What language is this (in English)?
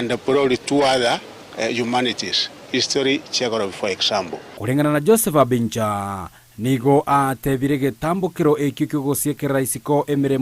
Gusii